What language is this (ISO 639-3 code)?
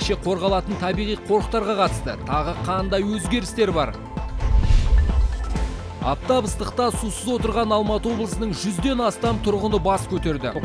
kaz